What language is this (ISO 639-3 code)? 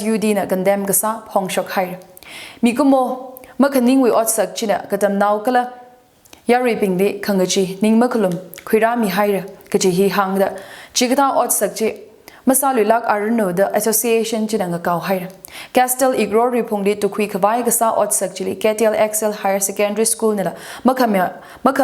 nmf